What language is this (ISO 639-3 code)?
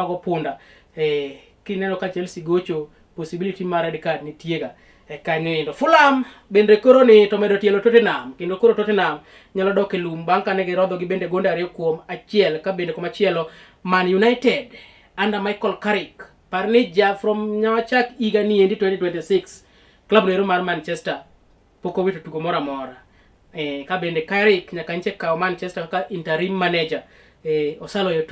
luo